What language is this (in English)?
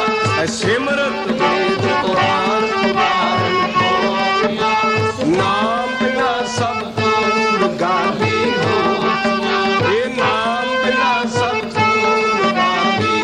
Punjabi